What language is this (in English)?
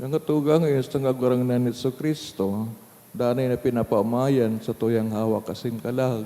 Bikol